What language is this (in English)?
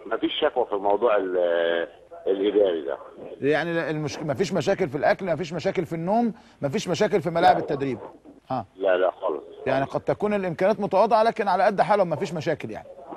Egyptian Arabic